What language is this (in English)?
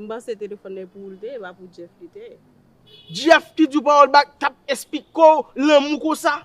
Haitian Creole